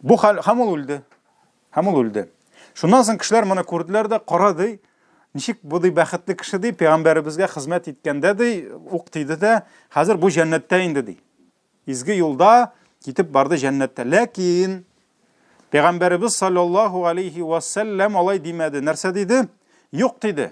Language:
Tatar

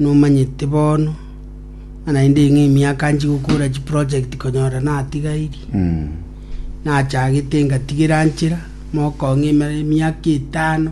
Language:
Gusii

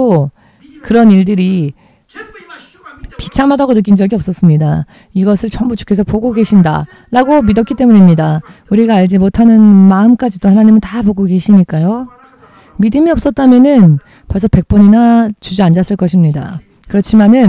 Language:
Korean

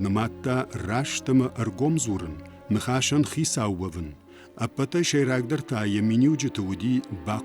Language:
Ossetic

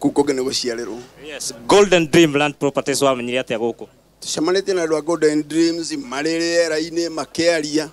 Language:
Kikuyu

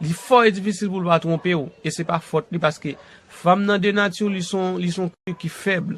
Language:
Haitian Creole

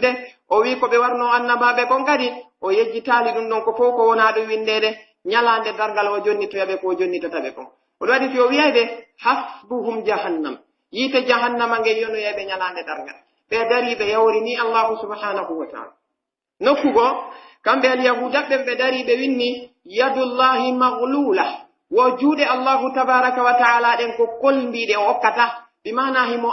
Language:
Pular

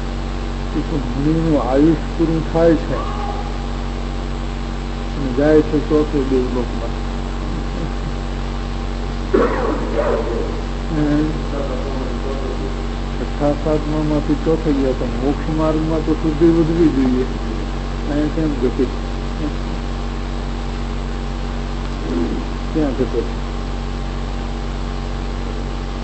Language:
Gujarati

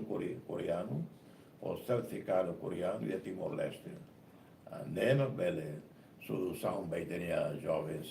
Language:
Tetum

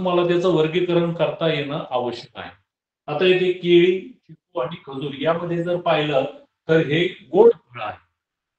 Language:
Marathi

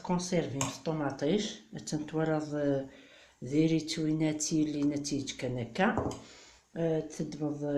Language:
Kabyle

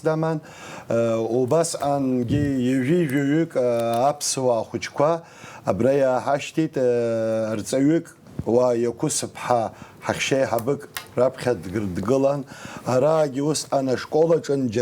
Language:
Abkhazian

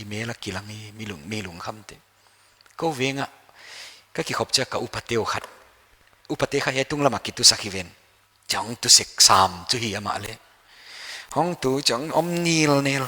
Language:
Paite Chin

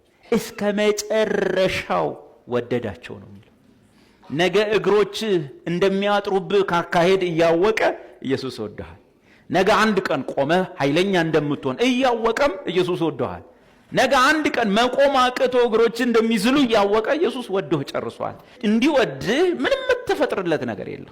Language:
Amharic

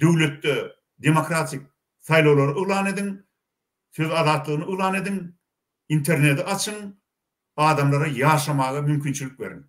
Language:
Turkmen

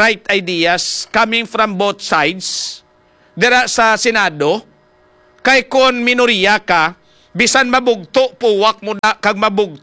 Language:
Hiligaynon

